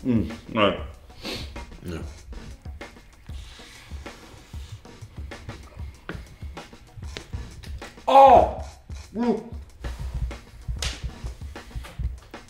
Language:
Swedish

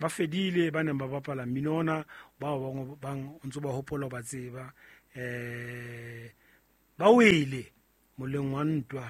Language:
Southern Sotho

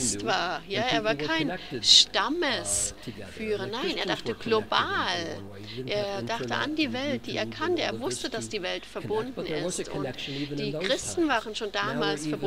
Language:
German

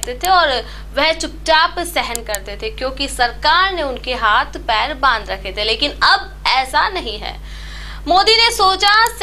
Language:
Hindi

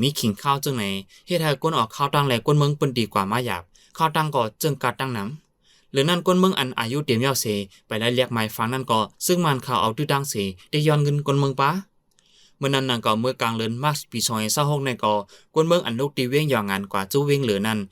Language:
Shan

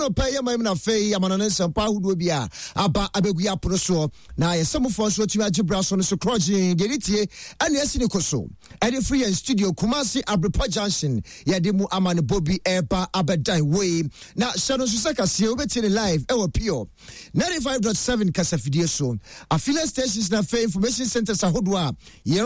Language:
Akan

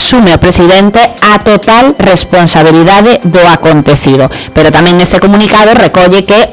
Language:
Galician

